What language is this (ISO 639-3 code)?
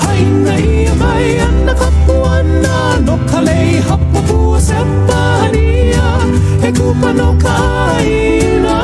haw